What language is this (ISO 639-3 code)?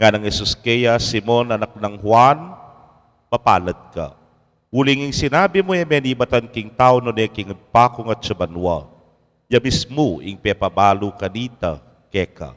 pam